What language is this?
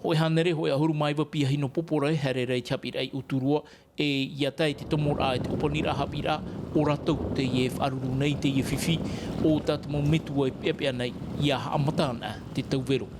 Tahitian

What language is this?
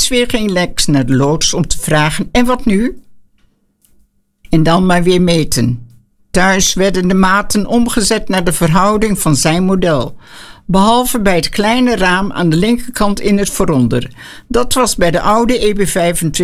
Dutch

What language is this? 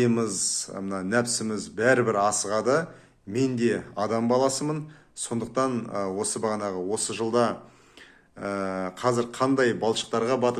Kazakh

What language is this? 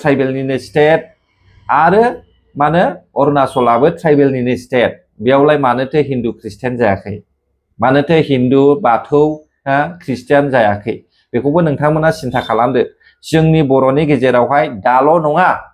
Bodo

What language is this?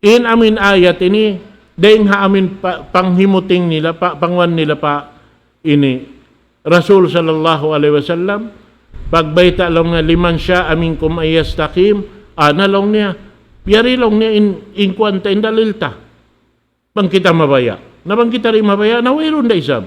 Tausug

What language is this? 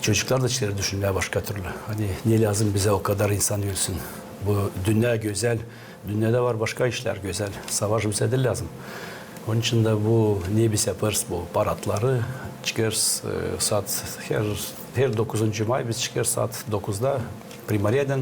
Gagauz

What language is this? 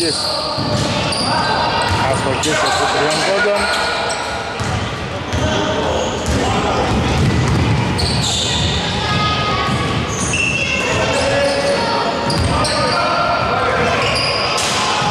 Greek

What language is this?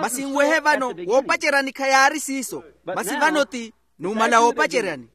Makhuwa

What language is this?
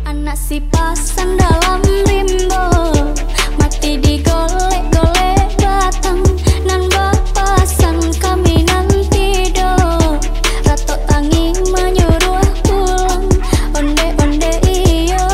Minangkabau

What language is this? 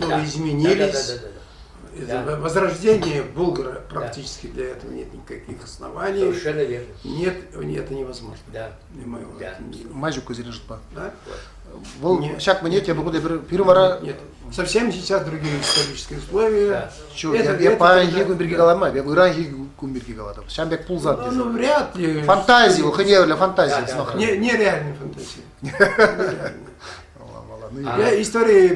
Chuvash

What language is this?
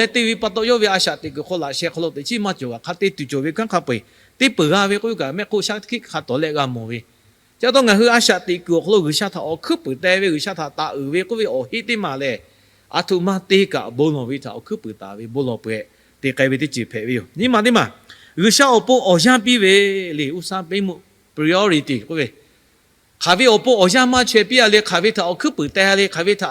Lahu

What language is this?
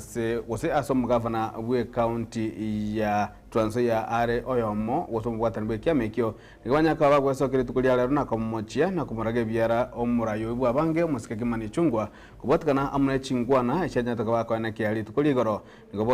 Gusii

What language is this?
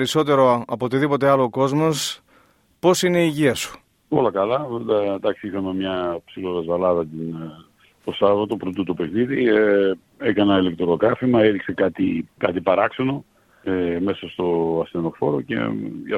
Greek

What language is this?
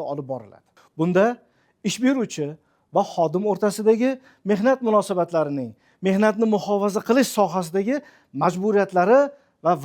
Uzbek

